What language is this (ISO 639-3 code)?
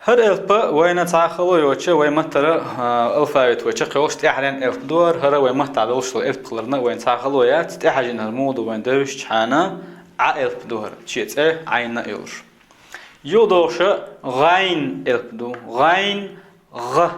che